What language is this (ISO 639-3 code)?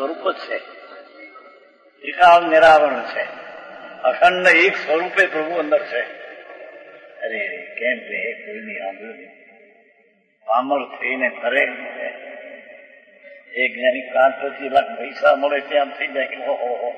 guj